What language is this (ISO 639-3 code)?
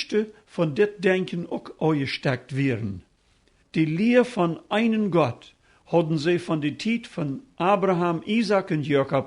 pdt